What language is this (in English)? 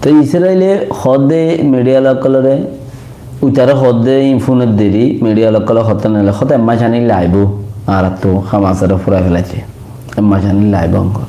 Rohingya